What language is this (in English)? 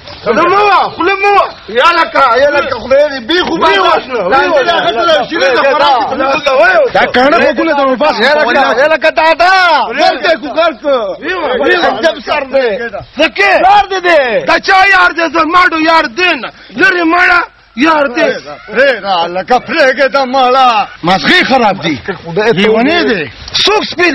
Pashto